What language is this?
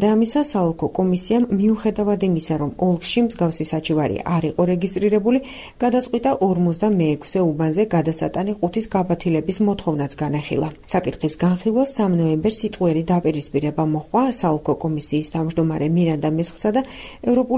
Georgian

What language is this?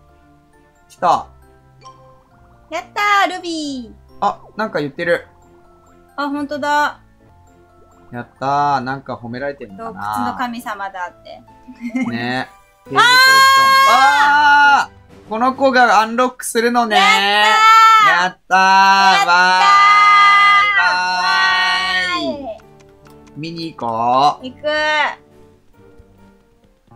Japanese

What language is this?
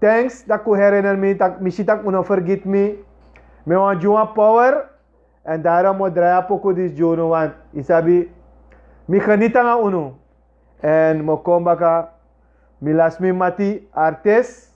Sranan Tongo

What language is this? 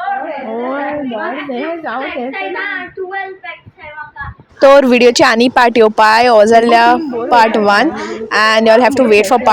Konkani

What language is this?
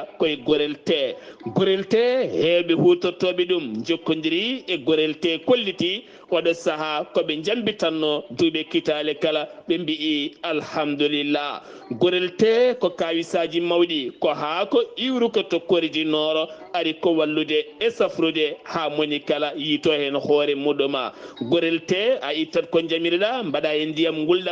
Fula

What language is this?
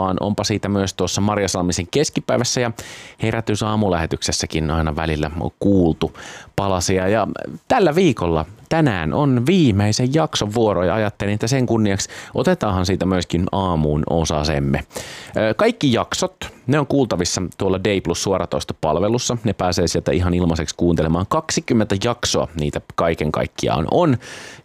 Finnish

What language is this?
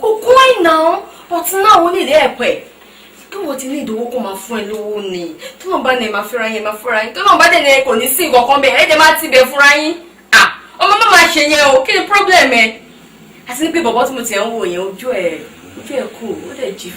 Yoruba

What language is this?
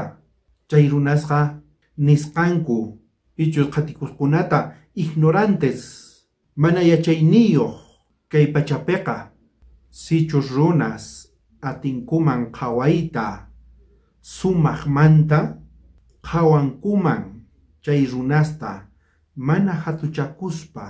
South Bolivian Quechua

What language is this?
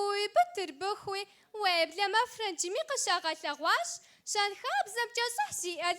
Kabardian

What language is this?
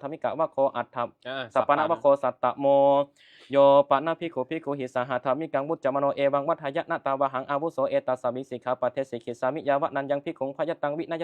Pali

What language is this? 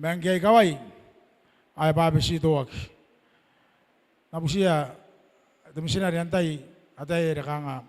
Gilbertese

